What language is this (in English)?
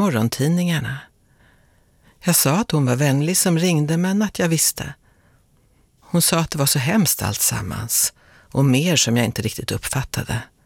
Swedish